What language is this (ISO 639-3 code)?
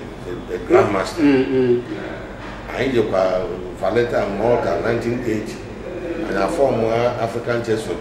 ibo